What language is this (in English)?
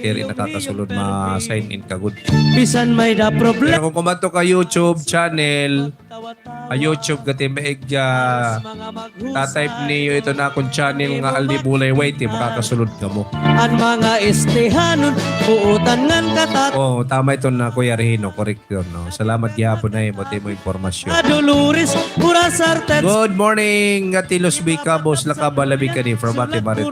Waray